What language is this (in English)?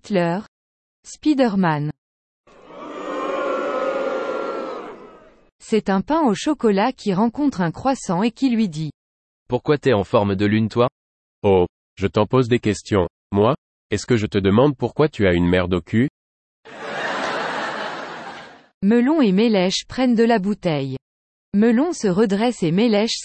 French